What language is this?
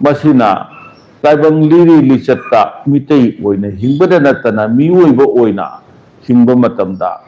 Manipuri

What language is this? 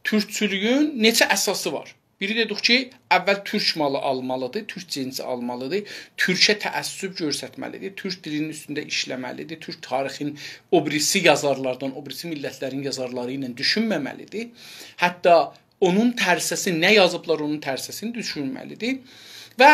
South Azerbaijani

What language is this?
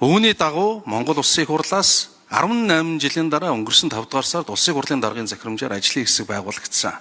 Mongolian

